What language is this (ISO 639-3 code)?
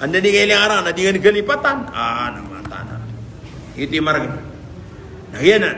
mrw